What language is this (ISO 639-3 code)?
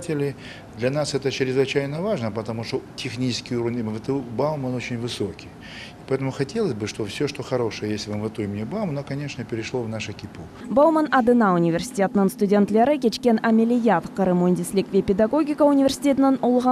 crh